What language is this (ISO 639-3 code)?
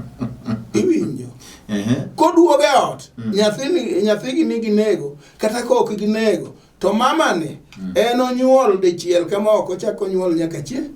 luo